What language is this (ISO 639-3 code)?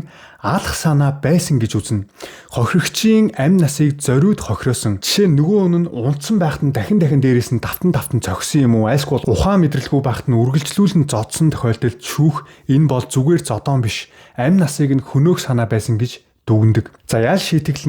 mon